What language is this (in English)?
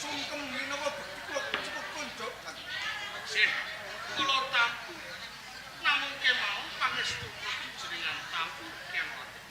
Javanese